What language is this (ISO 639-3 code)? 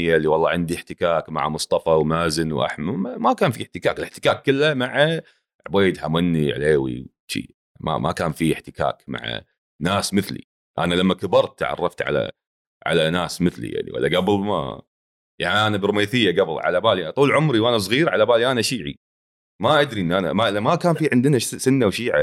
afb